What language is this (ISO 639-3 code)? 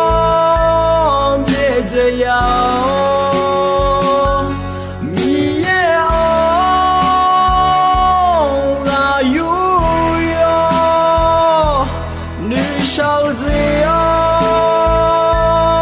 ahk